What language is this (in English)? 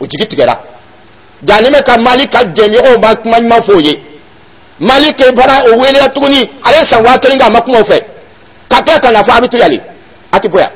Dyula